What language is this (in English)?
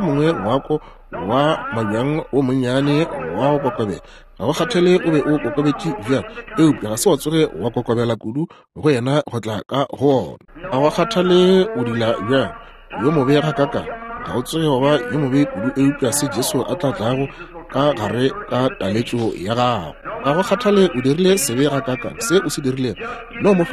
Northern Sotho